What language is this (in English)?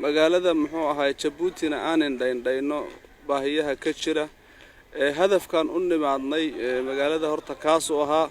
Somali